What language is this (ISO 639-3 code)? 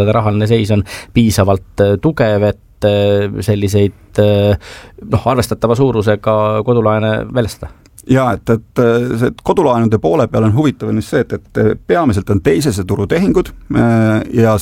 est